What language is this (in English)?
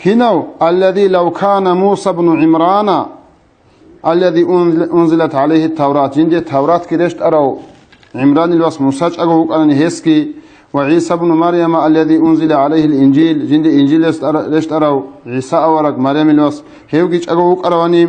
Avaric